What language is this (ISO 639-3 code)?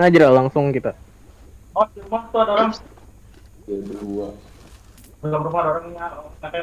bjn